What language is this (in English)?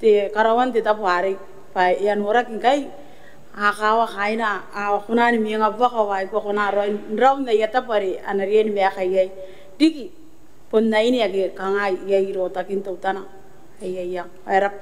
Gilbertese